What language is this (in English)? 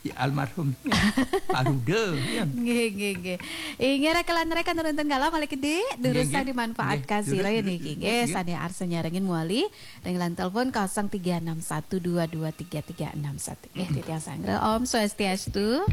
Balinese